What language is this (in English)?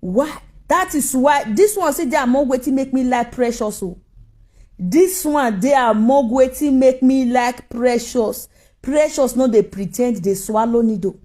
Nigerian Pidgin